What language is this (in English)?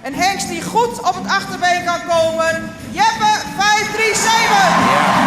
Western Frisian